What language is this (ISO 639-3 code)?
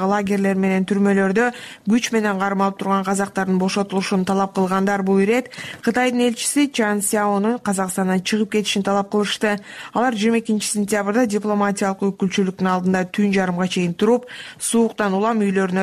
kir